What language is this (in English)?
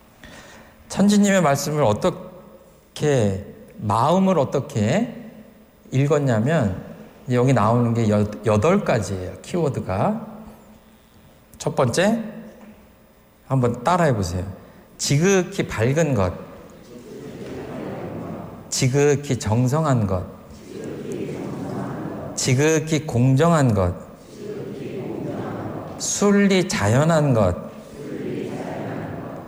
Korean